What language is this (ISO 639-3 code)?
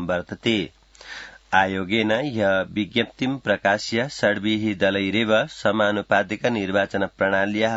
san